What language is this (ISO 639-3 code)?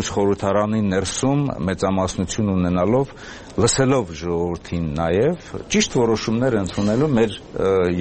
hye